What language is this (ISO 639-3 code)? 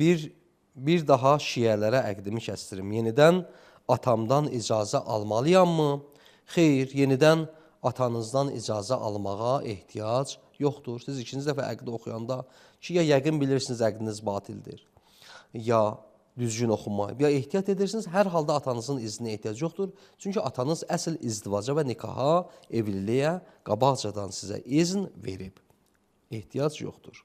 aze